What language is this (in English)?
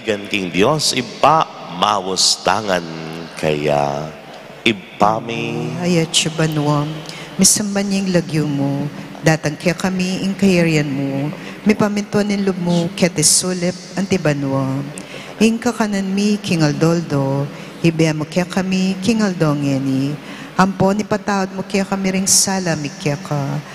Pampanga